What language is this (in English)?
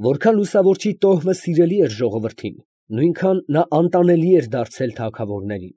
Armenian